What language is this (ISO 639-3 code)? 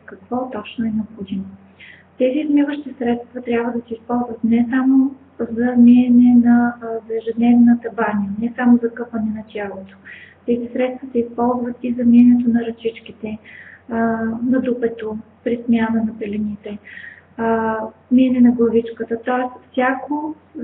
bul